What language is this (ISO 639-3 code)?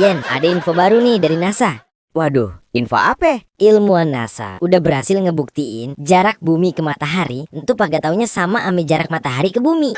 bew